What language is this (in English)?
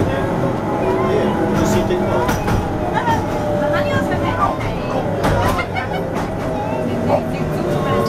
Swedish